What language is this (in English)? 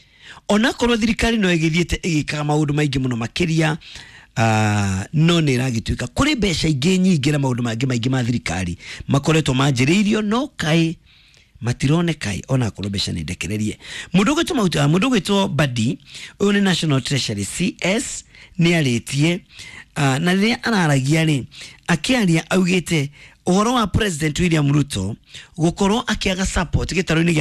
Kikuyu